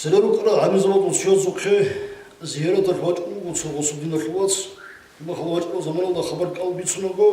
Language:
Avaric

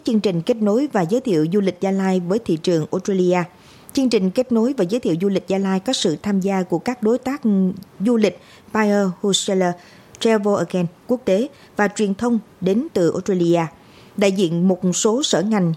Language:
Vietnamese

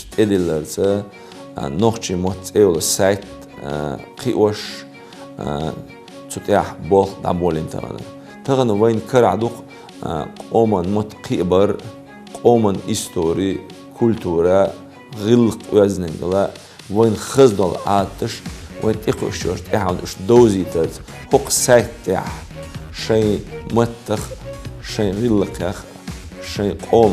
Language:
Chechen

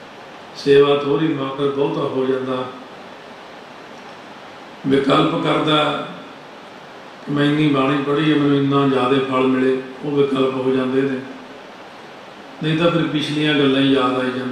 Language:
Punjabi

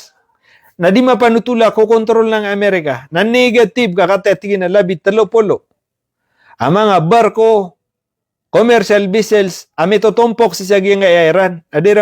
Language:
Maranao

